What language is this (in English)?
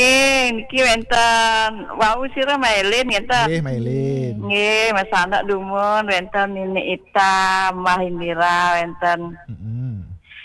Balinese